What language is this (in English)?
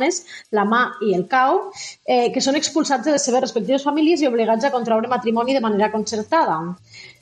Catalan